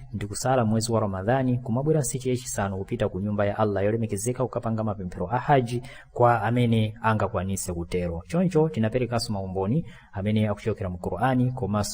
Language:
Nyanja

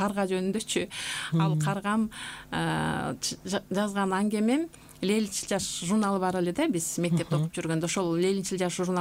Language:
Kyrgyz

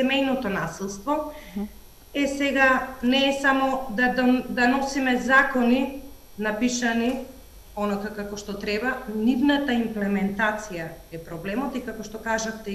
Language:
Macedonian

